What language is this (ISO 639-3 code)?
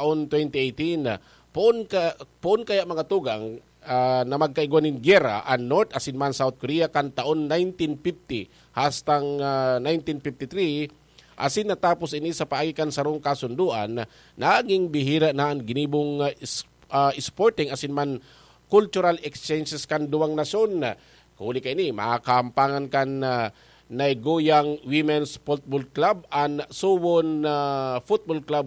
bik